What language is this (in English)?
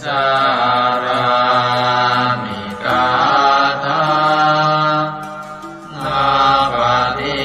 Pali